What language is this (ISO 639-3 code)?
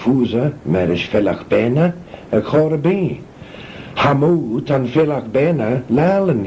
glv